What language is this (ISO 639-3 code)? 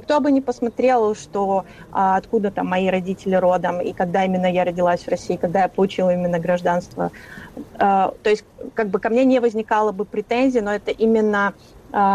rus